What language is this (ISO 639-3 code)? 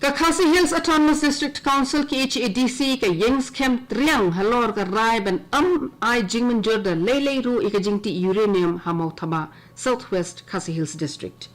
kha